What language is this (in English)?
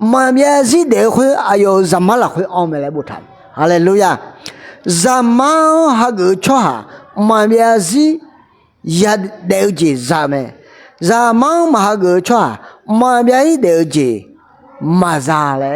Akha